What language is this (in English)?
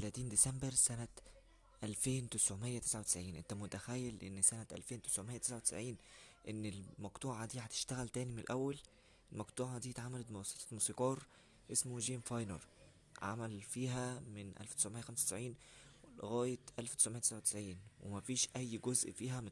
Egyptian Arabic